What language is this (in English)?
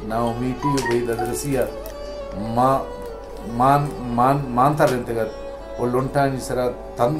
Baluchi